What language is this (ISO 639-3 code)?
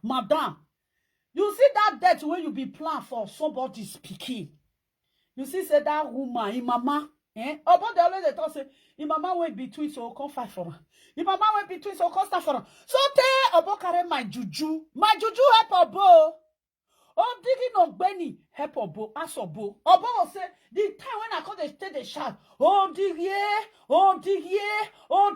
pcm